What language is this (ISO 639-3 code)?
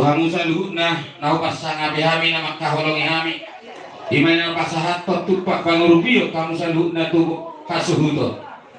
bbc